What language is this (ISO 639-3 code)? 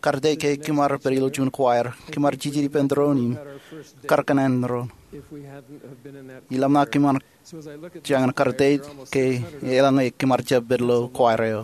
mah